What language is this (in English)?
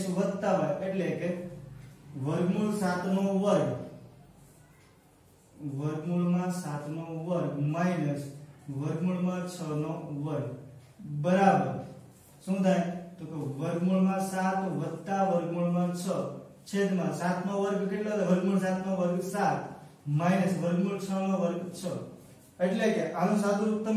Gujarati